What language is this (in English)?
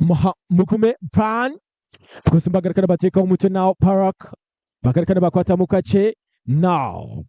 Nyankole